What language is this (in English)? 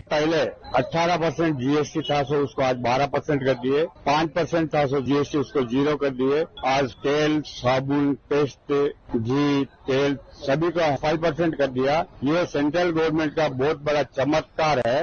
Mizo